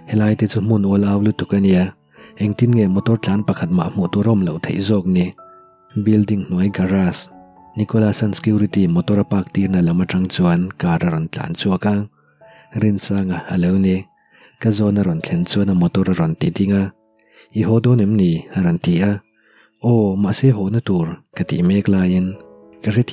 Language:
Mizo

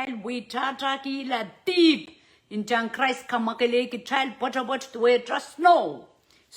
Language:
Pohnpeian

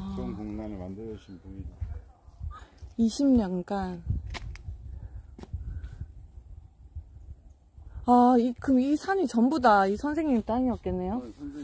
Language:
Korean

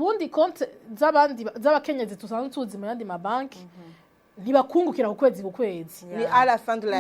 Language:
Rundi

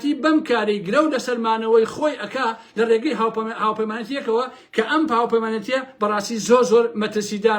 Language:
Central Kurdish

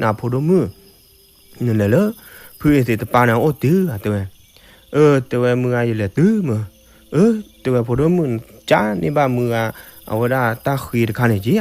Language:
S'gaw Karen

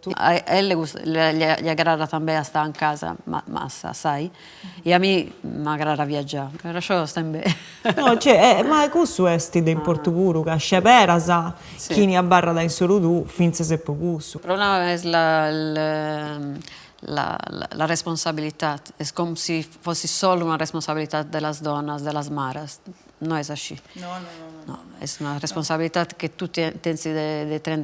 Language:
Sardinian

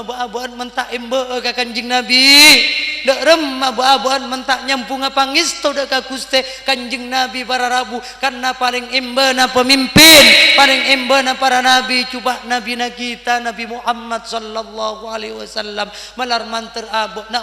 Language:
Madurese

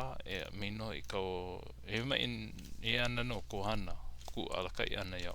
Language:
Hawaiian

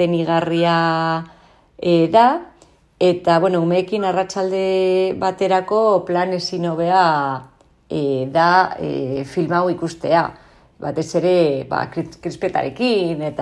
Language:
Basque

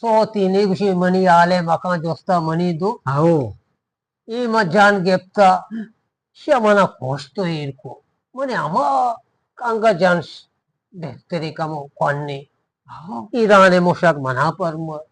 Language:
Eastern Balochi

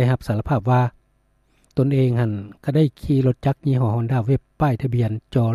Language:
Lao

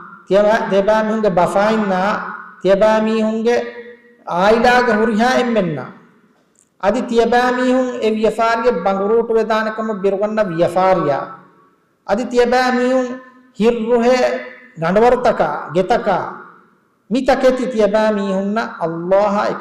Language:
Divehi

